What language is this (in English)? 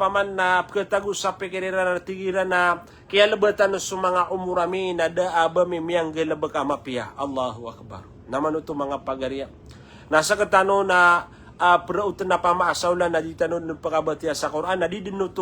Maranao